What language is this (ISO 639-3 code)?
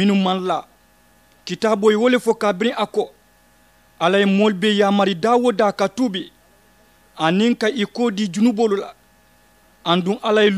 man